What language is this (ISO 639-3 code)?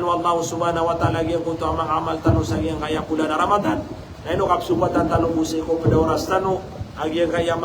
mrw